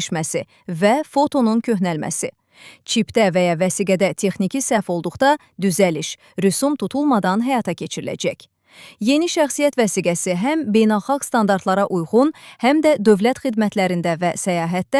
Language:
Azerbaijani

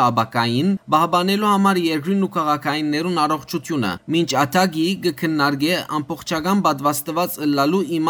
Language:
Western Armenian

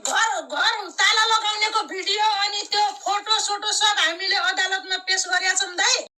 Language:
Nepali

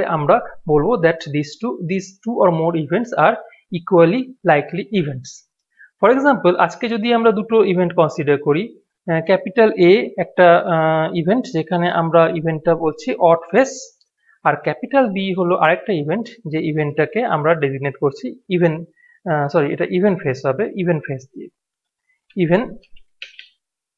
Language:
Bangla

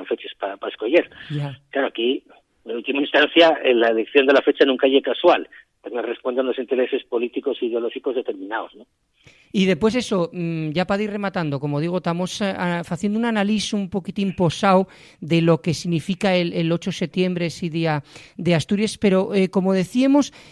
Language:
Asturian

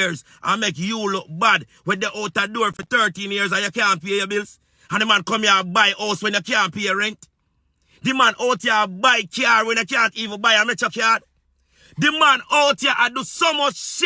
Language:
Jamaican Creole English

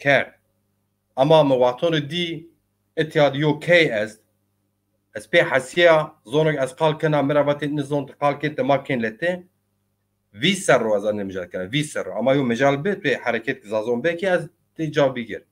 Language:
Zaza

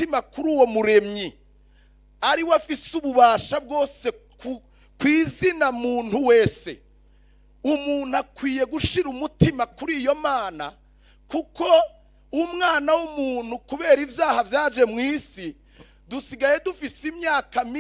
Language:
Rundi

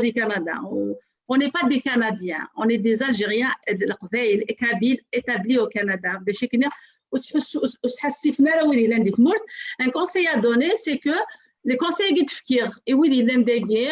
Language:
Kabyle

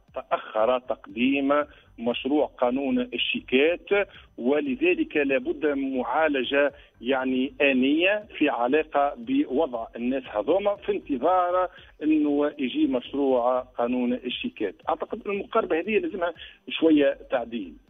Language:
Tunisian Arabic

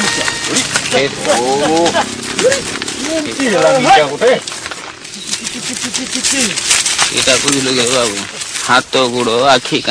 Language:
Odia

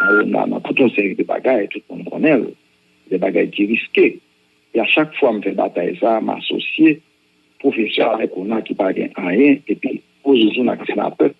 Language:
Haitian Creole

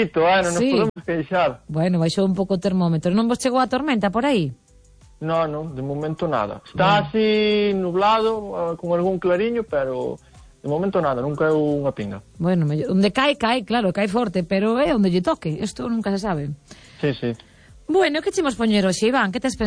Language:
Galician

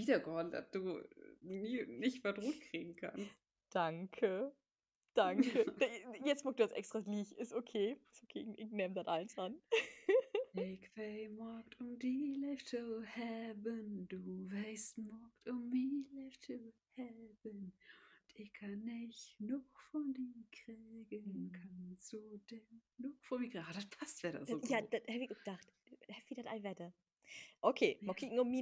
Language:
Low German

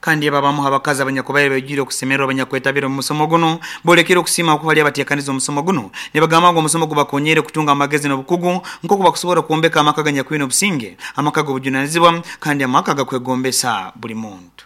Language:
Nyoro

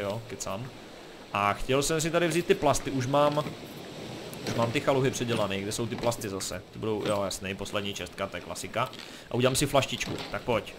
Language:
Czech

